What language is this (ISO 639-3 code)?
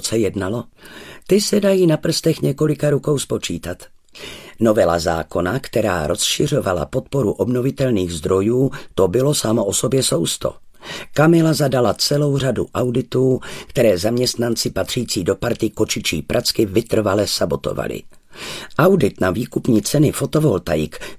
ces